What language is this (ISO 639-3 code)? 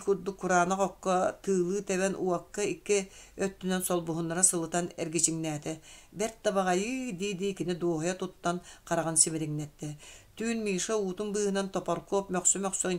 sah